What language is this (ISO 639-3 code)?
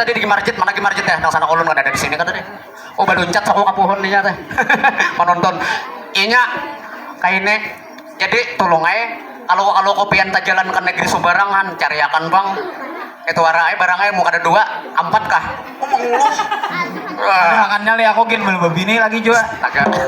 bjn